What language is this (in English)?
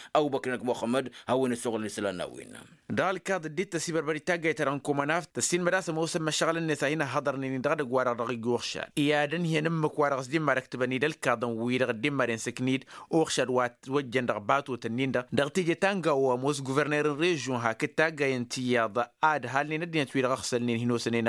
Tamasheq